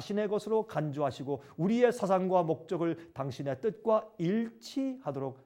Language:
Korean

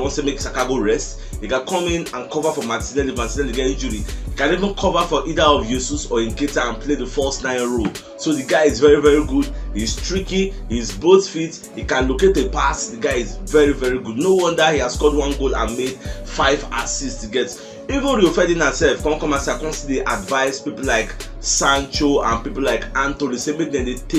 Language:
Nigerian Pidgin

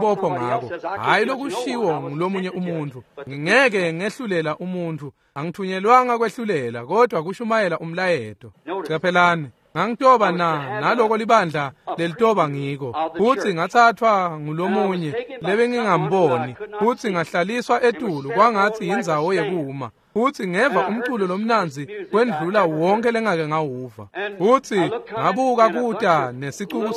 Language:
Swati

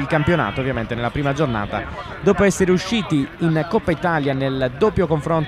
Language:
Italian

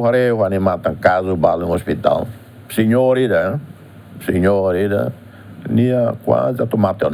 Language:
Tetum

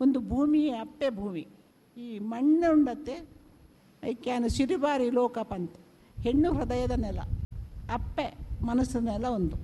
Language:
Tulu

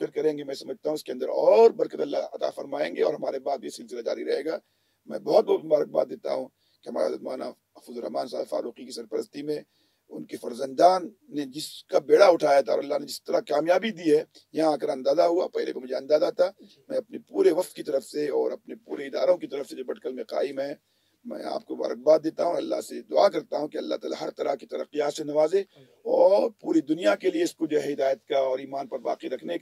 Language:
Urdu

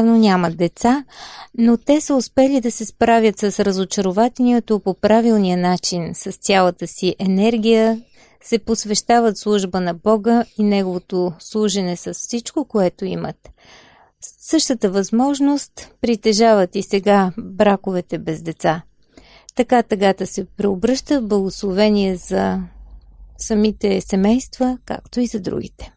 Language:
Bulgarian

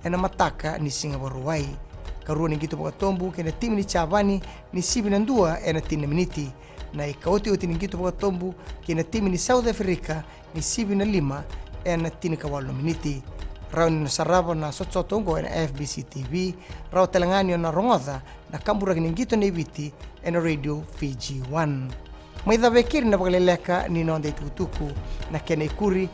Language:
Fijian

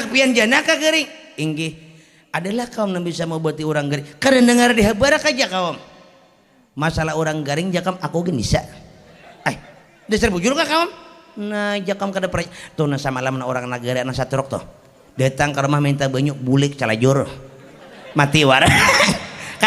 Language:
Banjar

